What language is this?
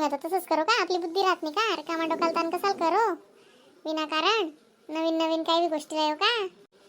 Khandesi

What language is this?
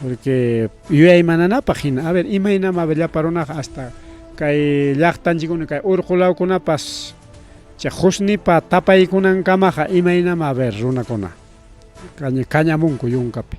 Ayacucho Quechua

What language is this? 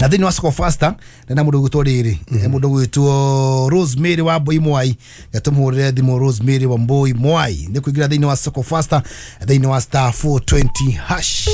Kikuyu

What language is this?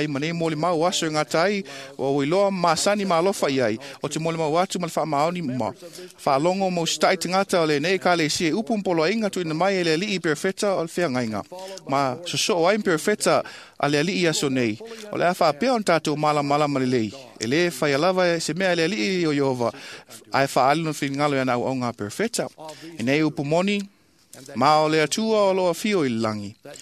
Samoan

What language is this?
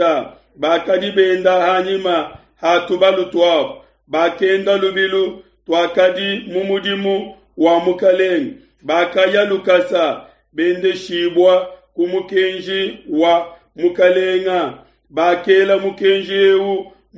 Luba-Lulua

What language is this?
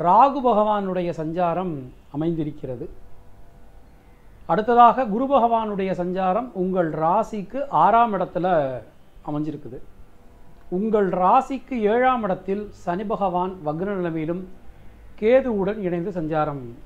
Tamil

